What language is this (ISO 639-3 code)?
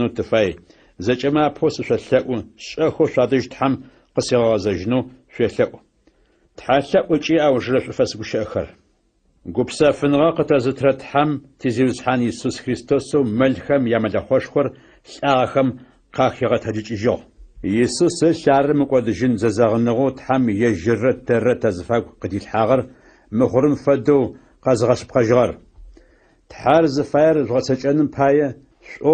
ady